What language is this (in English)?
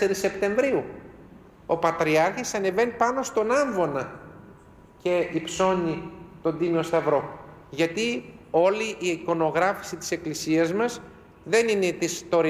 Greek